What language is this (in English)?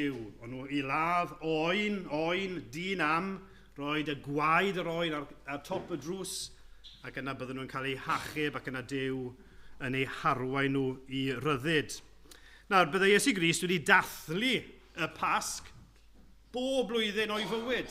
Welsh